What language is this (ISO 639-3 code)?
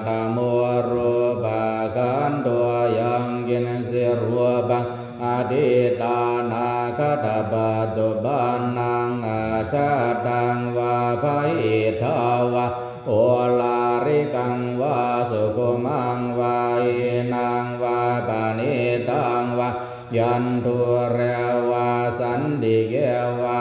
pli